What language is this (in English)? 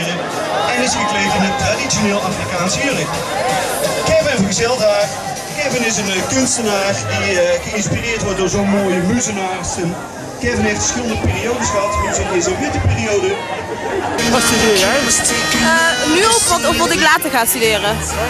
Dutch